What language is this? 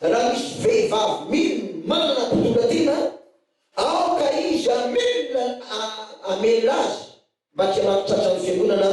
Malagasy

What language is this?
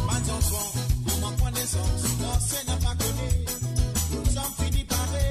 Morisyen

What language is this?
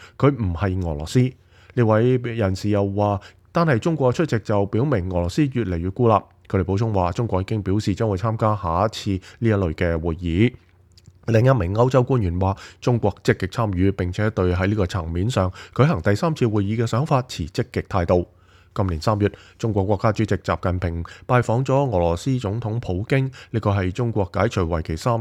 Cantonese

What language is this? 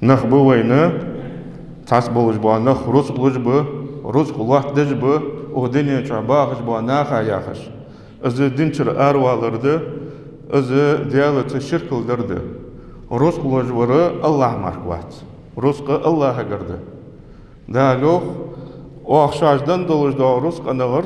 Ingush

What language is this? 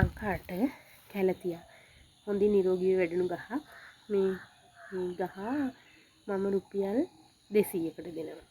Sinhala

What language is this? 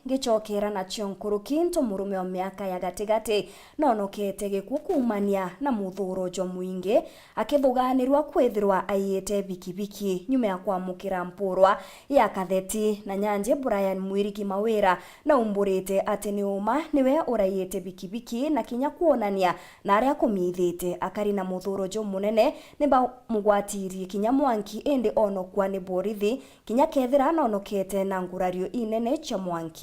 Meru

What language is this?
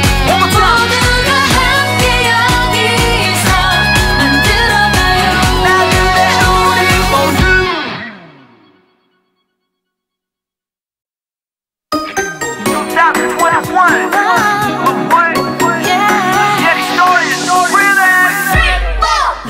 Korean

